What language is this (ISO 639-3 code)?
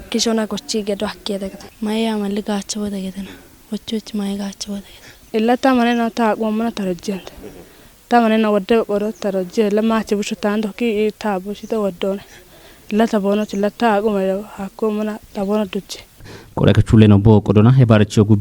kbr